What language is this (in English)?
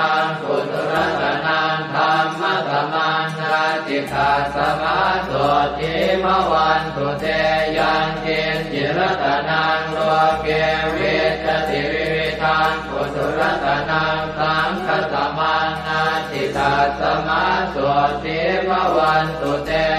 Pali